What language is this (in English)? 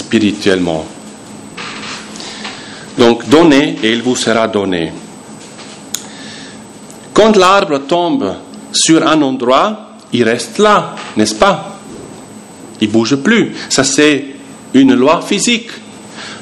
French